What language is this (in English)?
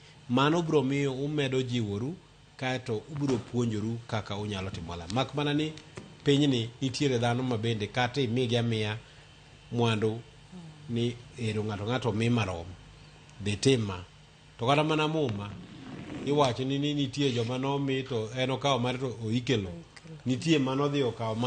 Luo (Kenya and Tanzania)